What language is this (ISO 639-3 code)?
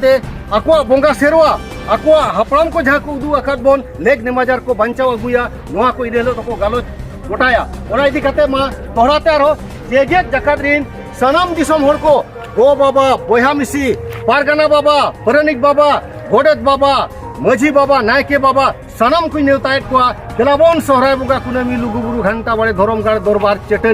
sat